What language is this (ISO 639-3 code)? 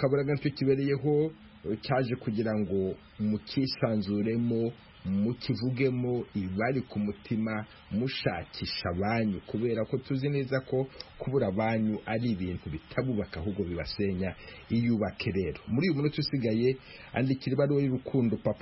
kin